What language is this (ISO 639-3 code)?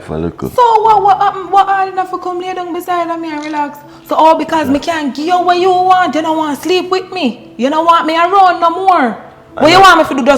jam